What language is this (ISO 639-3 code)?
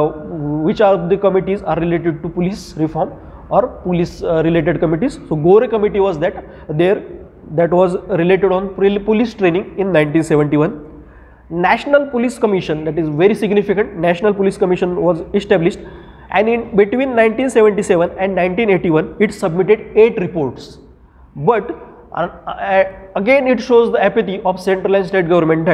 eng